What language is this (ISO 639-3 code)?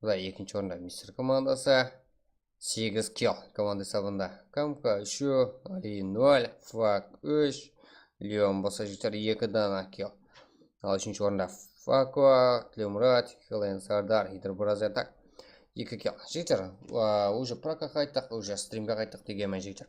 kaa